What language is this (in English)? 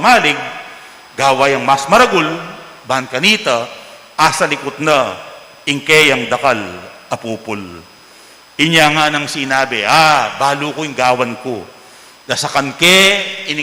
Pampanga